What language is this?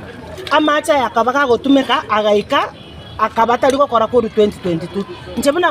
Gusii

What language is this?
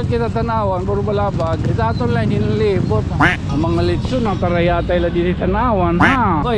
Waray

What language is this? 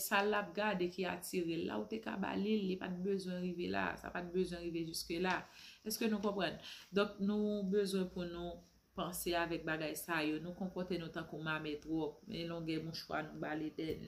Haitian Creole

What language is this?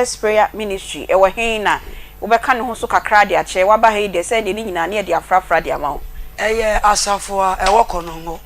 Akan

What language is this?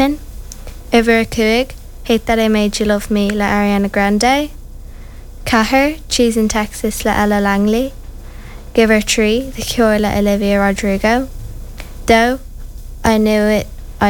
Irish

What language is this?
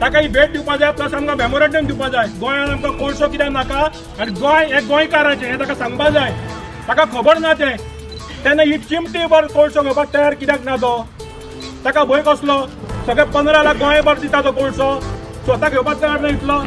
Konkani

